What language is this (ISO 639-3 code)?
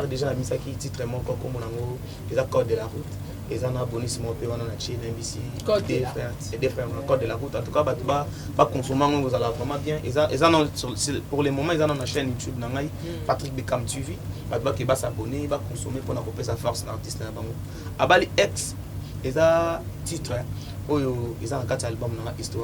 lin